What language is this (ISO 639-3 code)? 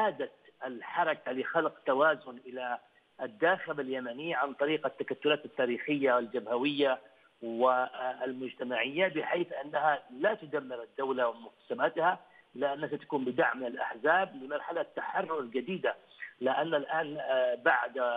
ara